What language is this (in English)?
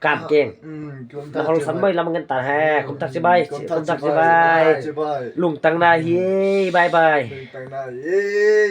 Paite Chin